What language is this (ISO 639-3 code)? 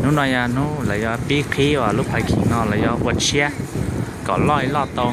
hmn